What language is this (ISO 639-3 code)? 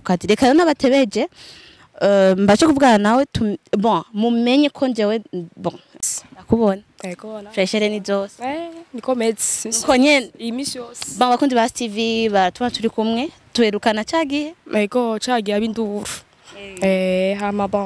run